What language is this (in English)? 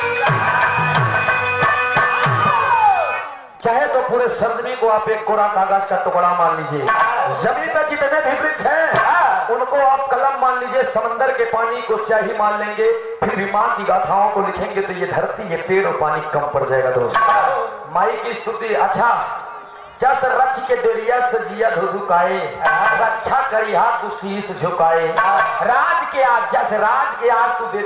Bhojpuri